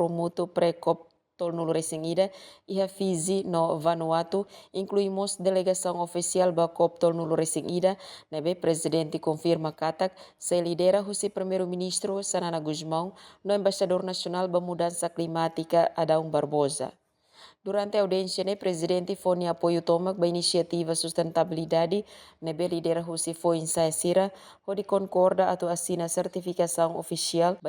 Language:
Tetum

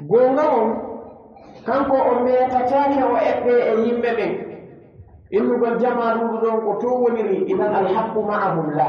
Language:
Pular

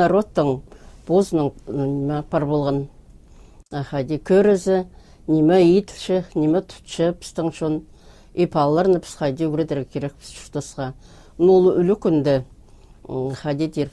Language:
Khakas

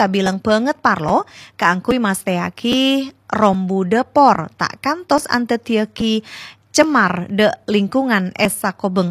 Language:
Madurese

